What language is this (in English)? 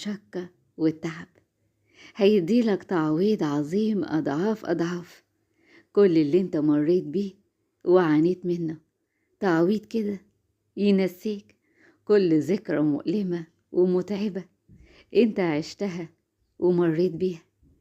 Egyptian Arabic